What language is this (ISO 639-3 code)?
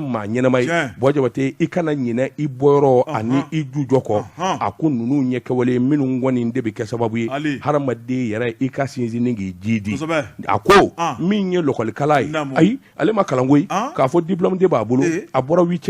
bam